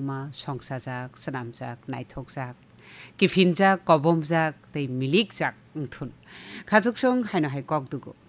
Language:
Kok Borok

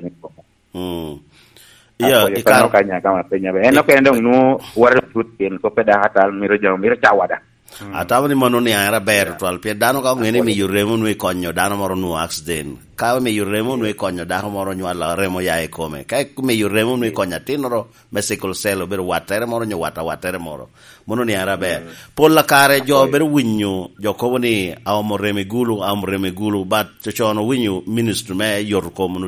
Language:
Lango (Uganda)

